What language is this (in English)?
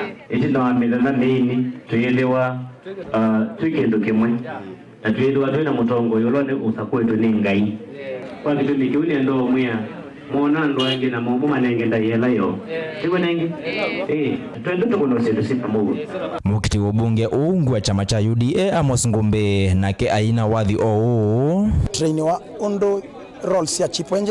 Kamba